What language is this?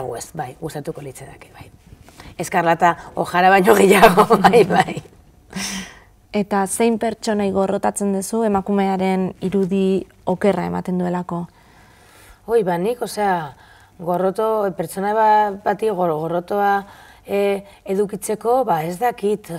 Basque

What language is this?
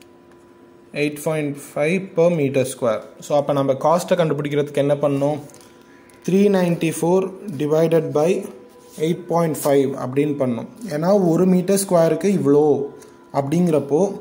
Tamil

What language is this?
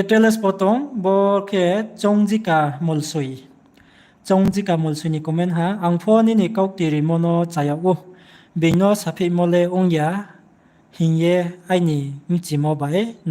Riang (India)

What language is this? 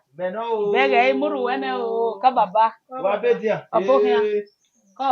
Bini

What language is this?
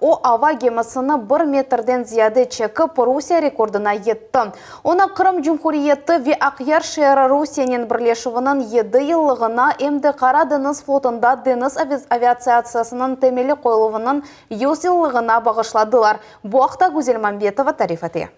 Crimean Tatar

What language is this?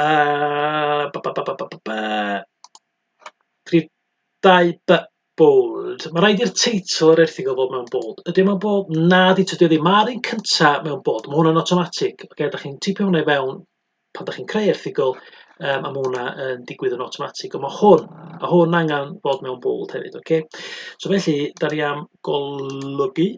Welsh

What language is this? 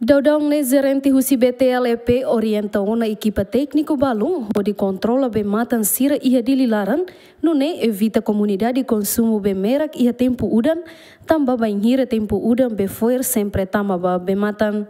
Tetum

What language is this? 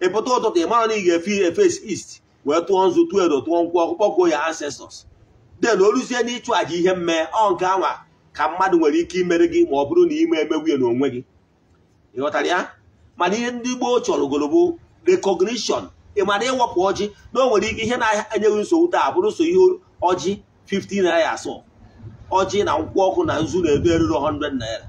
Igbo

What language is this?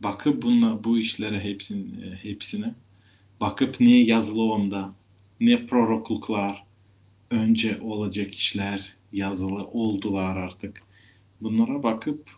Gagauz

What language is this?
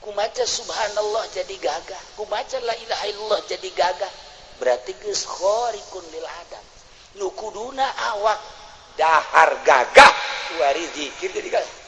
Sundanese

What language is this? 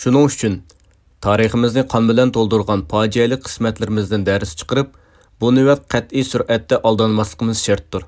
Uyghur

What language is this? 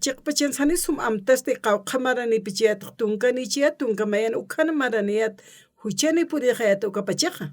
Aymara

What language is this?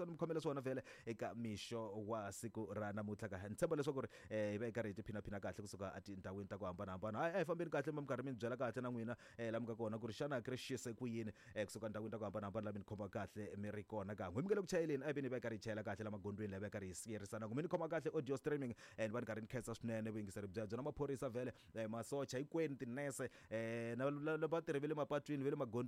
Tsonga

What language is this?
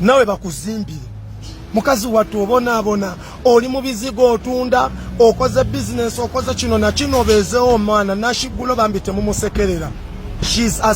Ganda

